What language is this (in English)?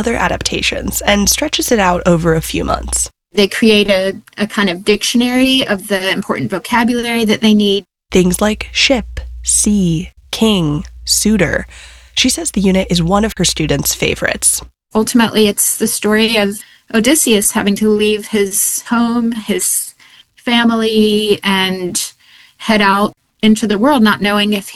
English